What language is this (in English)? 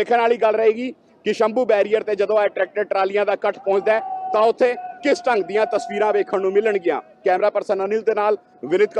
Punjabi